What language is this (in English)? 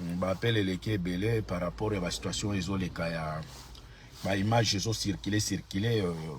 Lingala